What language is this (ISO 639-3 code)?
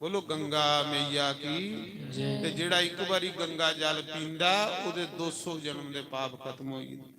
doi